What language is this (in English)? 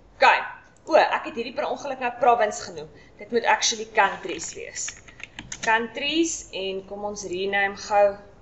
Afrikaans